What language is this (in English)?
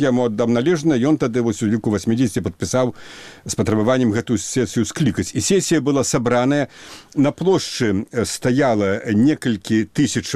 Belarusian